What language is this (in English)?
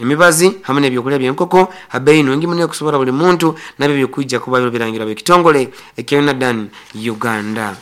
Nyoro